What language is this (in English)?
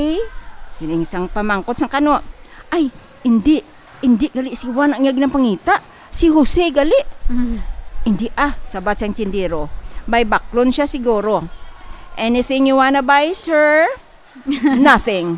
Hiligaynon